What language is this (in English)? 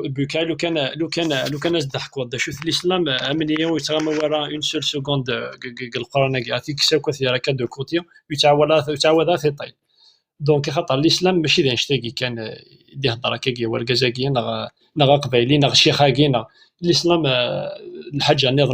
Kabyle